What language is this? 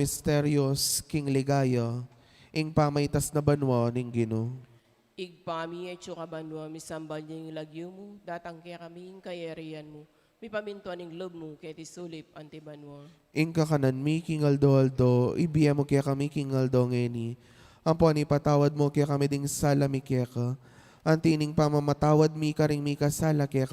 Pampanga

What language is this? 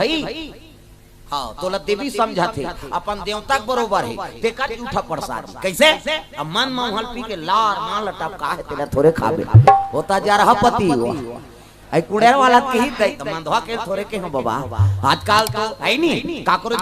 Chhattisgarhi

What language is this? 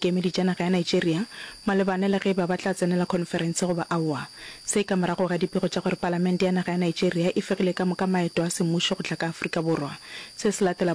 Northern Sotho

